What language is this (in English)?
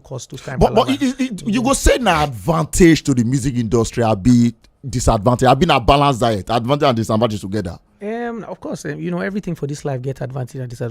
Nigerian Pidgin